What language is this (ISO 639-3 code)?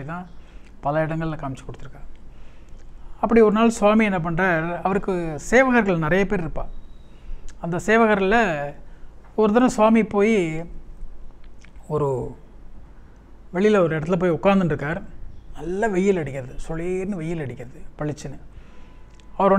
tam